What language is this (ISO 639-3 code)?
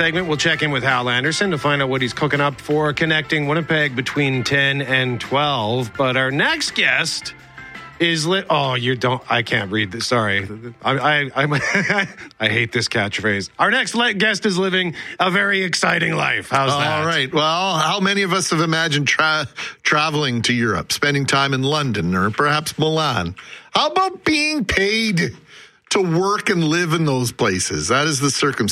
eng